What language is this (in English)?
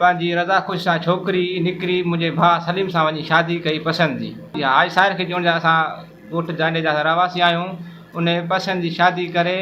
Sindhi